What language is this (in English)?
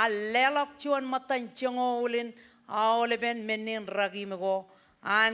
Marshallese